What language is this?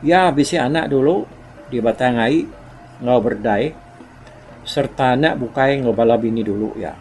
Iban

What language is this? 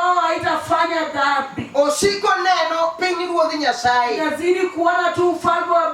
Luo (Kenya and Tanzania)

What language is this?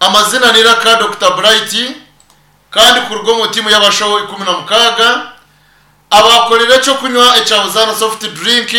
Nyankole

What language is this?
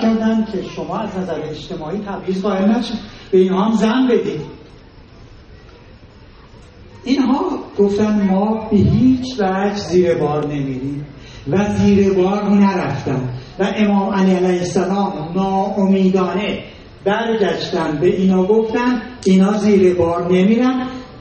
Persian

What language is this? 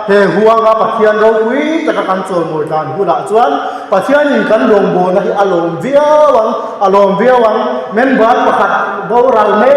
Mizo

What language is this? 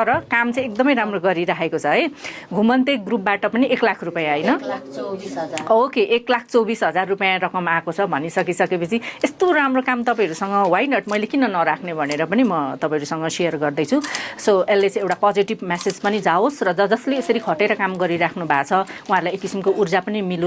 Nepali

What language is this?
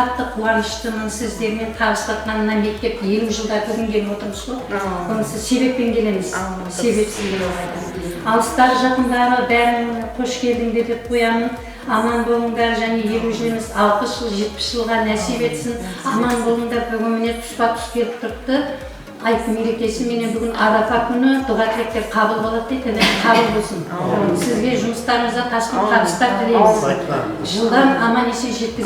Kara-Kalpak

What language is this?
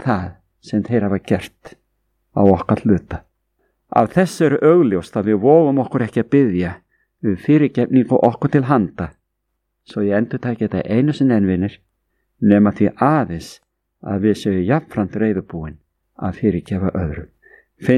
Icelandic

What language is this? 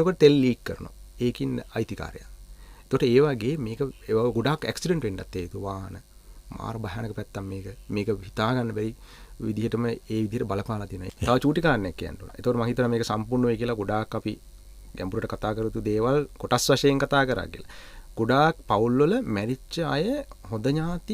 Sinhala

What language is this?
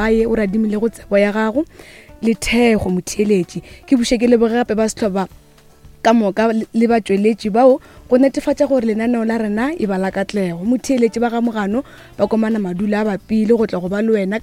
Northern Sotho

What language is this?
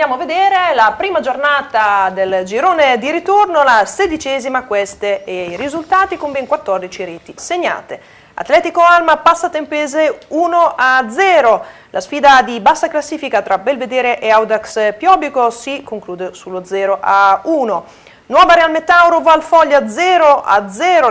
Italian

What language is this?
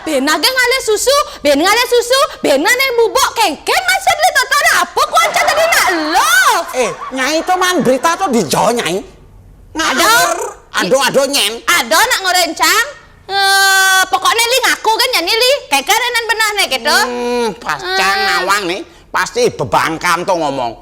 Balinese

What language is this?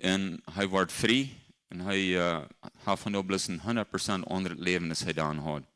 Plautdietsch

